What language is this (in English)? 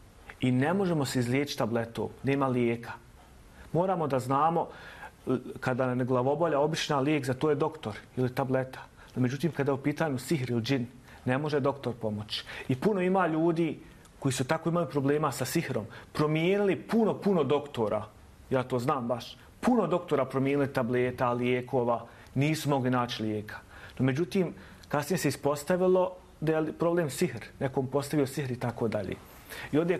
Bosnian